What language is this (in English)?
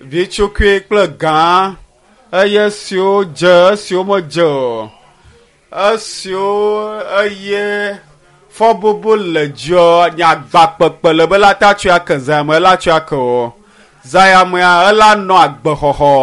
Ewe